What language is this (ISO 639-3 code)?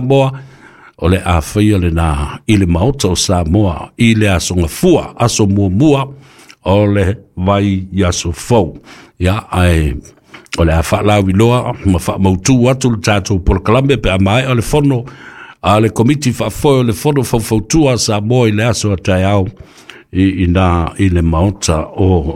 smo